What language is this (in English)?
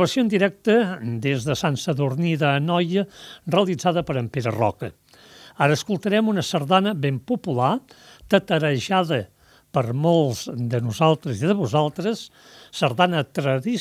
Catalan